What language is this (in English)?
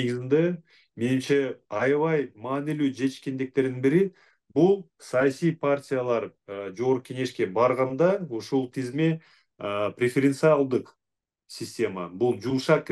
Kyrgyz